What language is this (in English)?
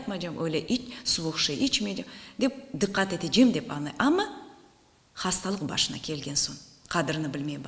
Crimean Tatar